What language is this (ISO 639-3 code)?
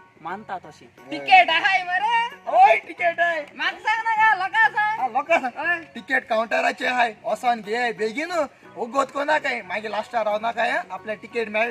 kok